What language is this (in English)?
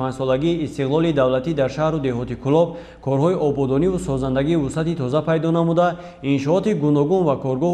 Tajik